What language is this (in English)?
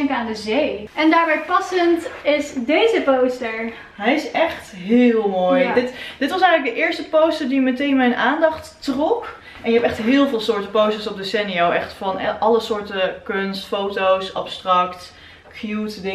Dutch